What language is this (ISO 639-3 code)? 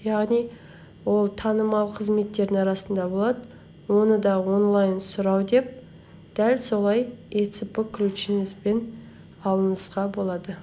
kaz